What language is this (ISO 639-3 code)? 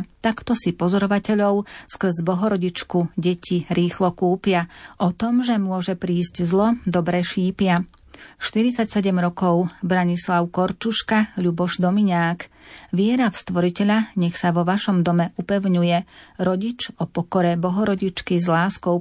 slk